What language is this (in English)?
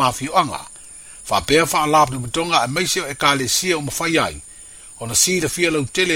Samoan